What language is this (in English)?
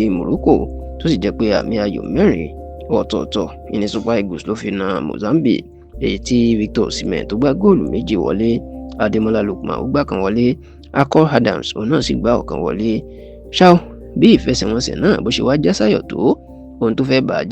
Yoruba